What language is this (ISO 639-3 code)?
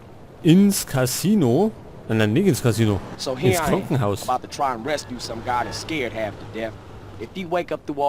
bar